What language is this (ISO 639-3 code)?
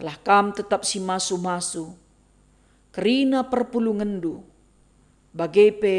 btx